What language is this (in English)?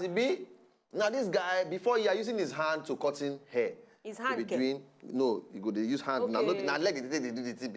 Nigerian Pidgin